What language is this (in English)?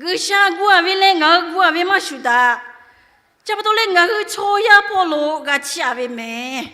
Lahu